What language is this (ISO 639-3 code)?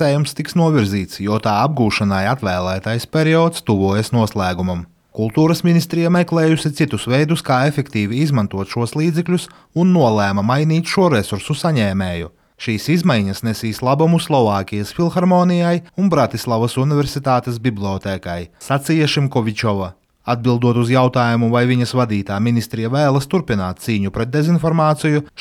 lav